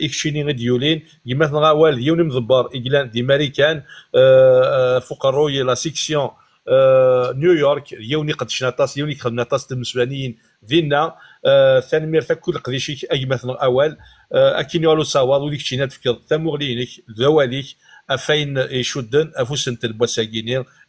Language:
Kabyle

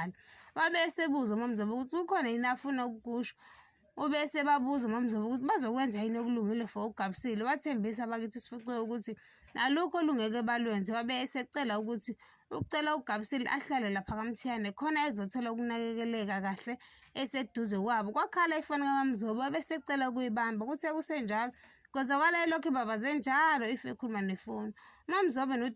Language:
Zulu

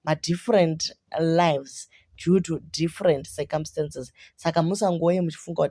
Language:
Shona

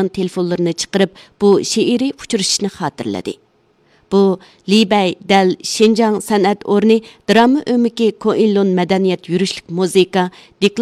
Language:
Uyghur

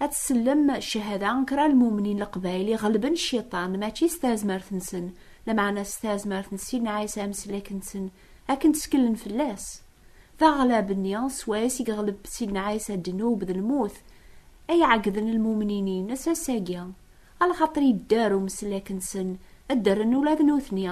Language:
Kabyle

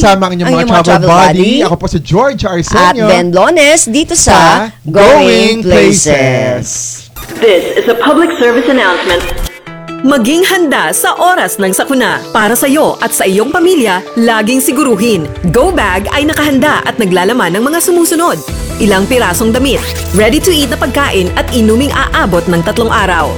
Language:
Filipino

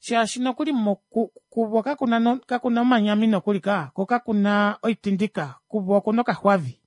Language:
Kuanyama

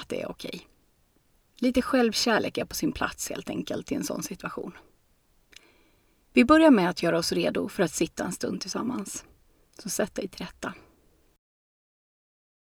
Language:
Swedish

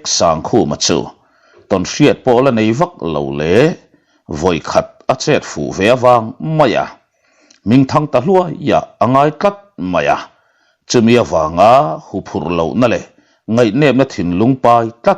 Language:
Mizo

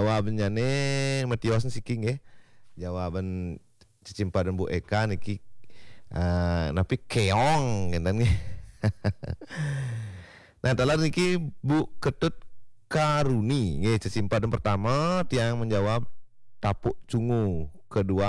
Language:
Balinese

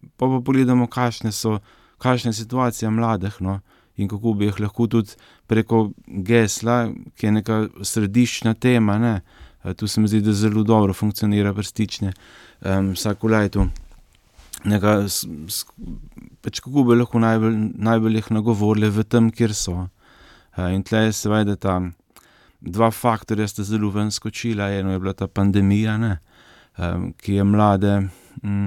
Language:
Slovenian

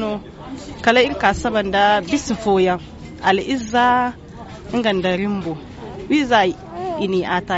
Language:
Zarma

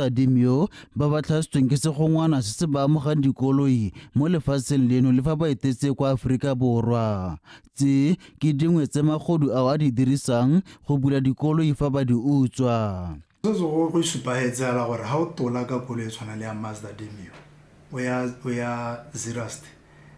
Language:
Tswana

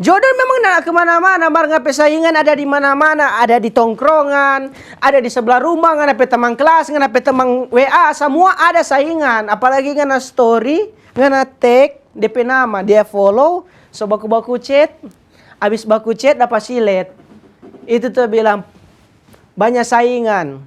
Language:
Manado Malay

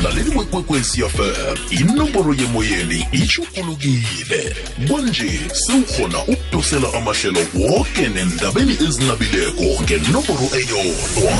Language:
South Ndebele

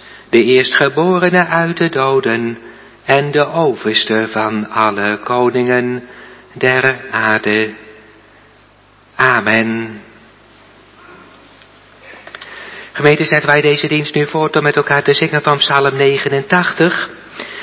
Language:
Dutch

